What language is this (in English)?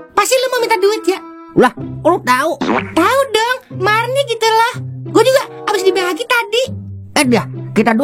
Betawi